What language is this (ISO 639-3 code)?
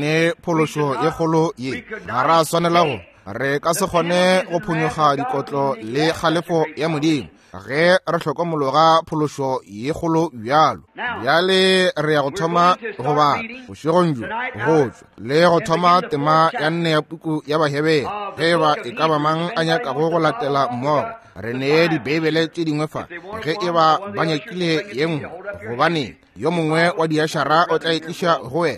nso